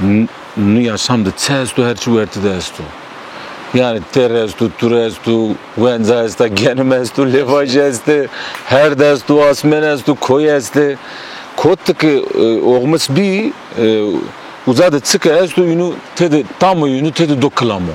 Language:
Zaza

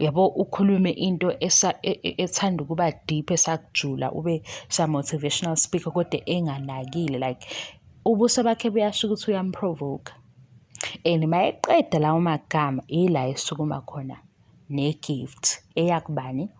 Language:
Zulu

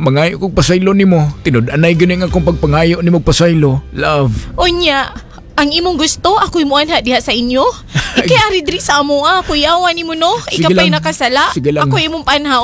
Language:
Cebuano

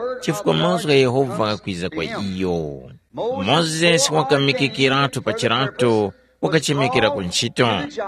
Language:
Tumbuka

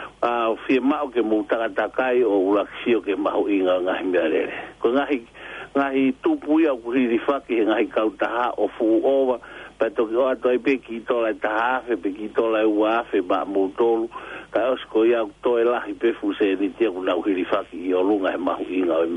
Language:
Tongan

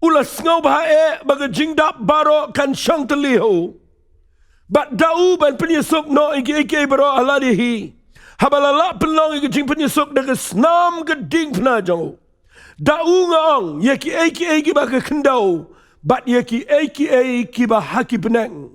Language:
Khasi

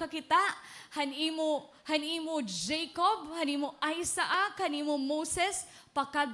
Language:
Waray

